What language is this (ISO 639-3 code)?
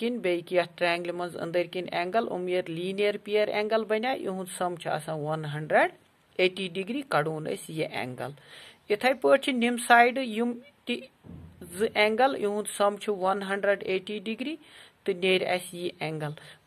kas